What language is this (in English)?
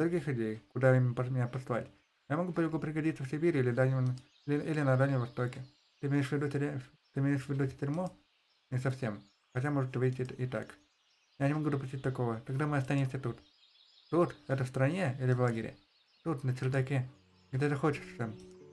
Russian